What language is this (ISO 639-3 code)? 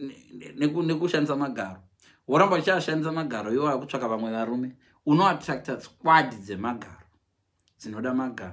sna